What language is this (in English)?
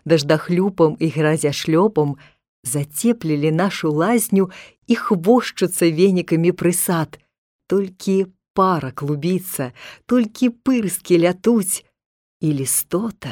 Belarusian